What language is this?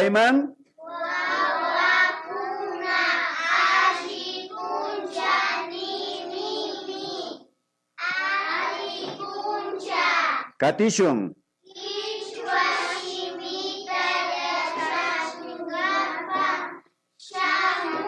Imbabura Highland Quichua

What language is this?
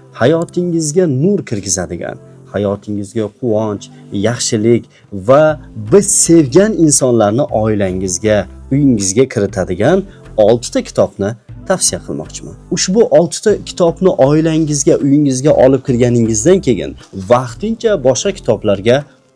Uzbek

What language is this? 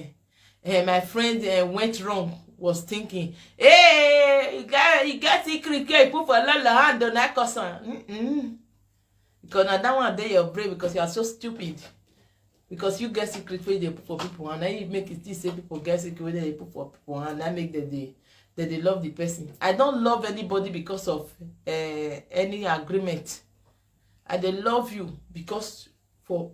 Nigerian Pidgin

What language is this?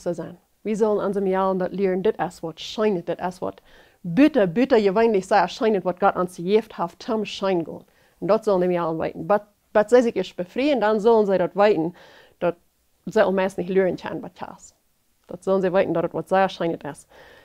Plautdietsch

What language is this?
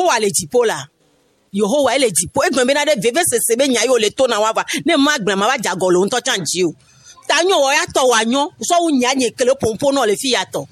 Gen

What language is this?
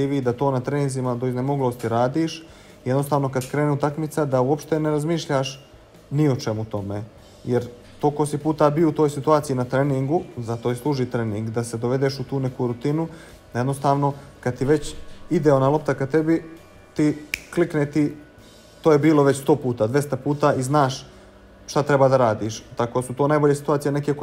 Bosnian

